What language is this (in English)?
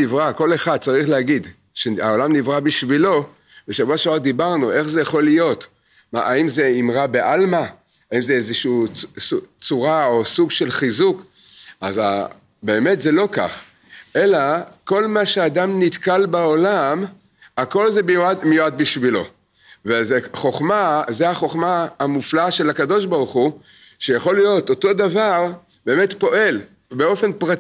Hebrew